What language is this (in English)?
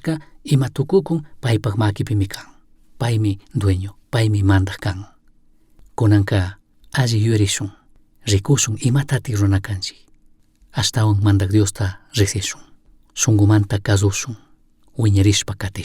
Chimborazo Highland Quichua